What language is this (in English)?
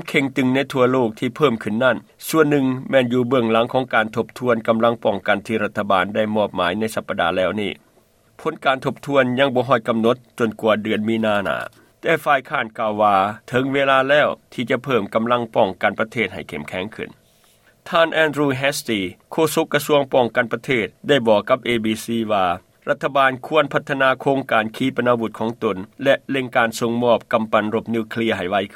Lao